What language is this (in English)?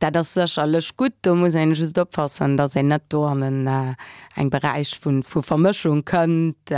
Luxembourgish